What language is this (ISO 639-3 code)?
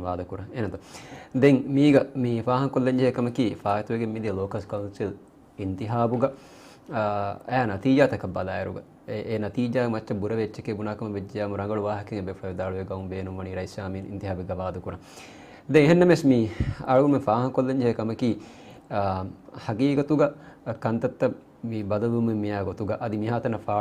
div